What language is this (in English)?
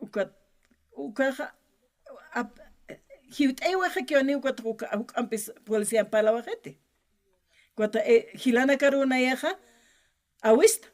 Aymara